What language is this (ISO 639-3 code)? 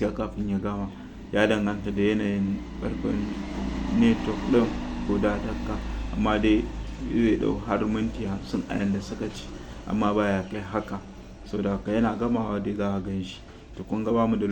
hau